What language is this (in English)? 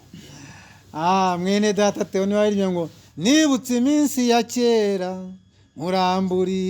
Kinyarwanda